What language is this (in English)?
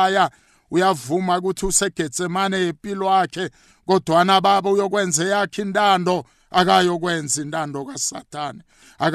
South Ndebele